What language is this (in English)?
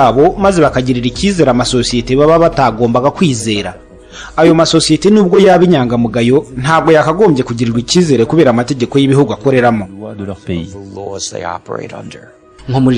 Kinyarwanda